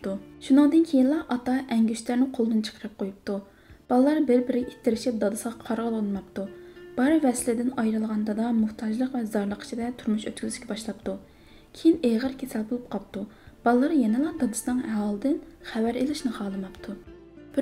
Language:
Uyghur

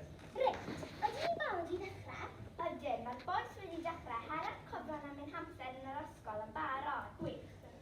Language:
Welsh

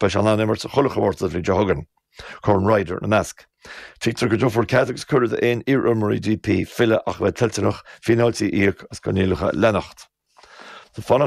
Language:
Irish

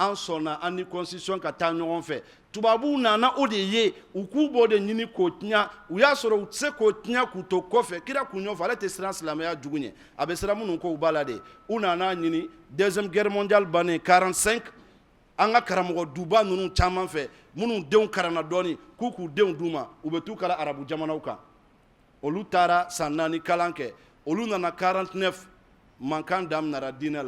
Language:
Bambara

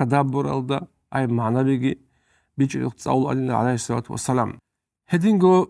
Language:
Avaric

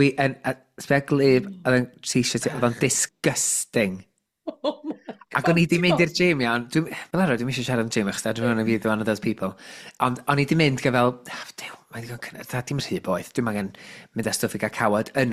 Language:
Welsh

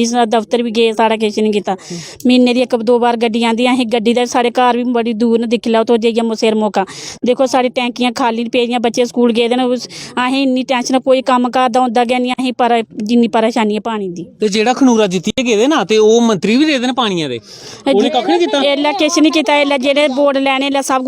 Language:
Dogri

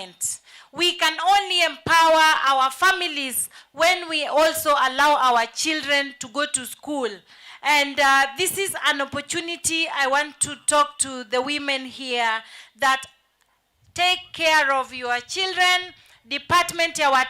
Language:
Kamba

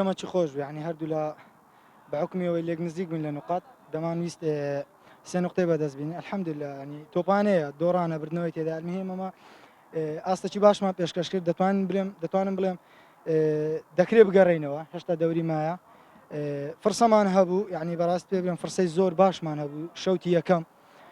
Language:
Central Kurdish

